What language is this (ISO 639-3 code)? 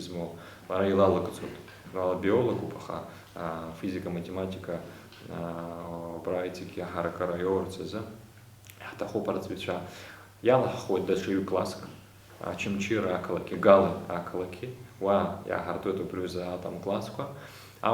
abk